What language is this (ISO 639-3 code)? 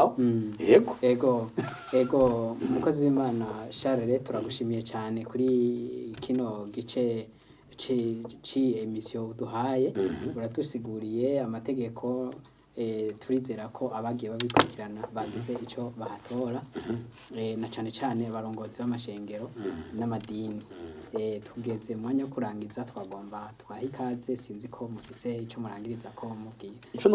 run